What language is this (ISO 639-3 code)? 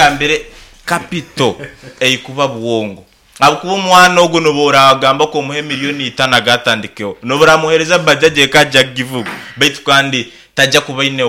nyn